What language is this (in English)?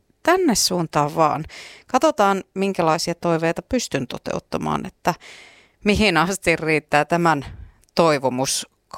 Finnish